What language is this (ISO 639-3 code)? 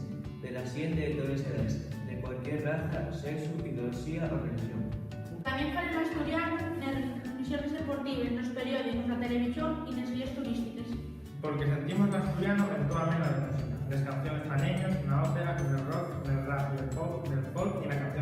ast